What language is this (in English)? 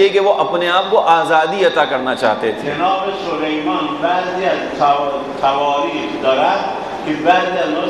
Urdu